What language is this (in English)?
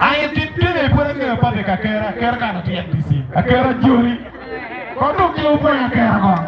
Acoli